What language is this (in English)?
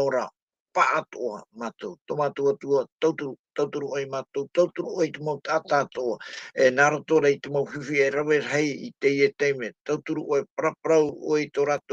Tahitian